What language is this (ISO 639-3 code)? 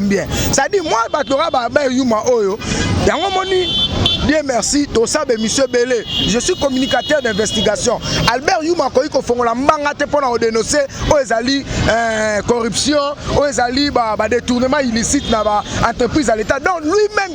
lin